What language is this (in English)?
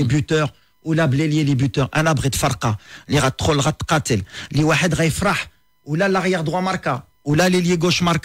Moroccan Arabic